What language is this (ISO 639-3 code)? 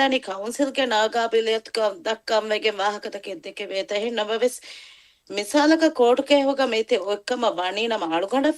div